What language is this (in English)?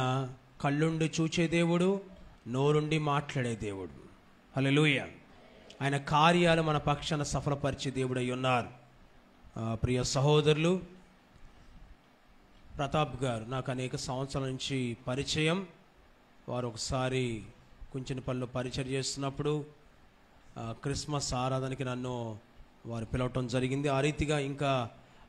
Telugu